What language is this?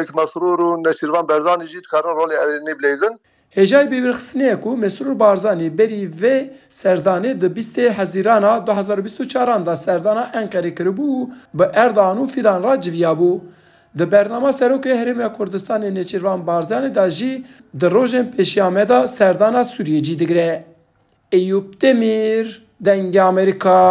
Kurdish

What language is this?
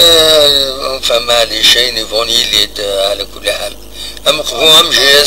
Kabyle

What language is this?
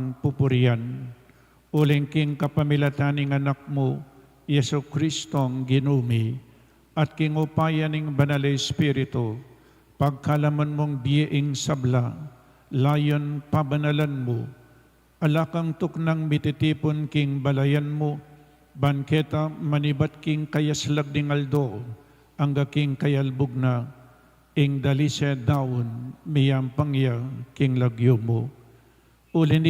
Pampanga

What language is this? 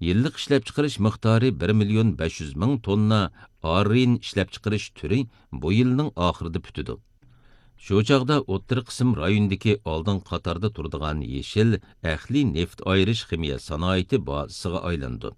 Uyghur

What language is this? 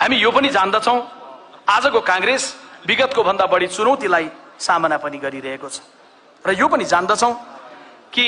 Nepali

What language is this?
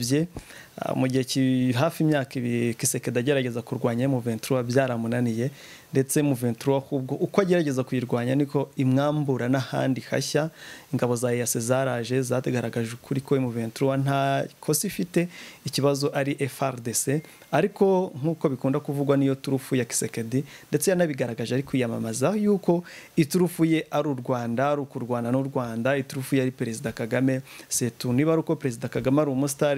Kinyarwanda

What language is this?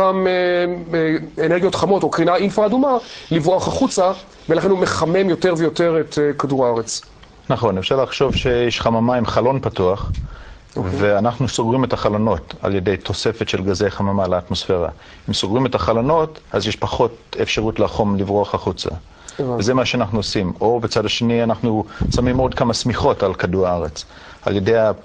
Hebrew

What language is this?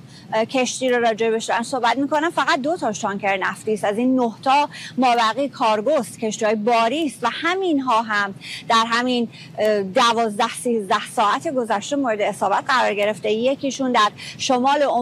Persian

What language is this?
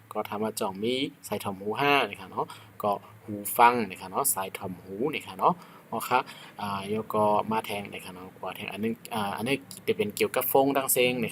Shan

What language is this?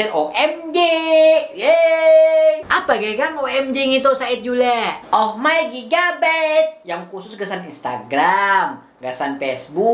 Banjar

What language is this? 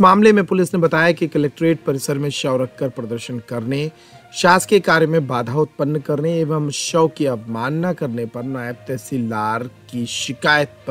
Hindi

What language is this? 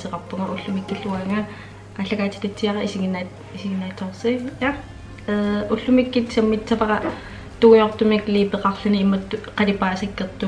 Kalaallisut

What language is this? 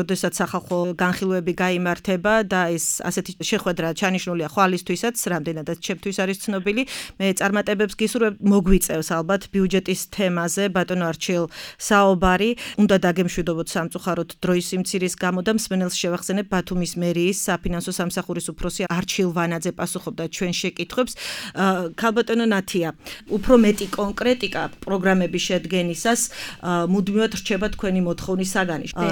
Georgian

